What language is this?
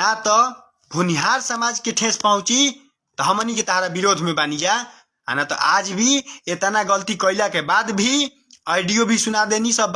Bhojpuri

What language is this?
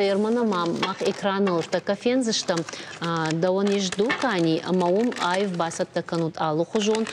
Ossetic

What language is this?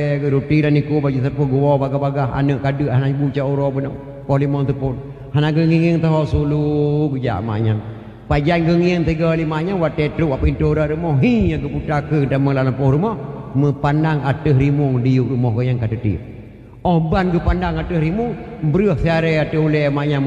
Achinese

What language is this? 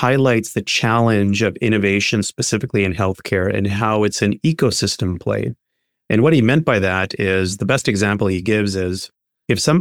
English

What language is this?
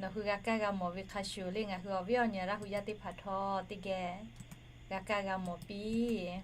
Lahu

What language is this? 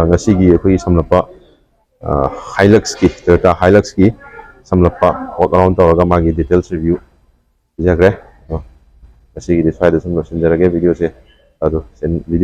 Manipuri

